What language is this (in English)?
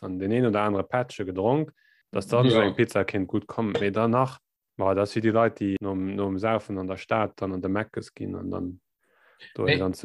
Luxembourgish